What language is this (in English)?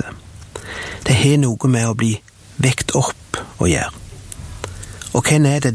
Norwegian